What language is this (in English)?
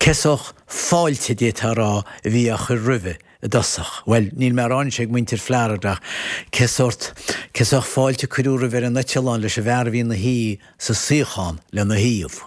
Irish